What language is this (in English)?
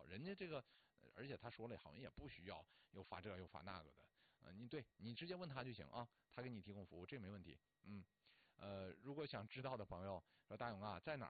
Chinese